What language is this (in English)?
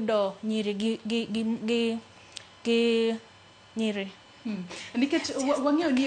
Luo (Kenya and Tanzania)